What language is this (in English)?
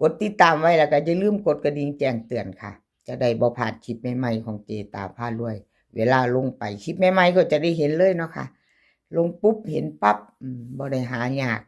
Lao